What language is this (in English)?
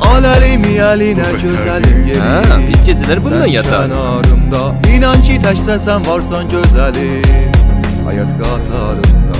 South Azerbaijani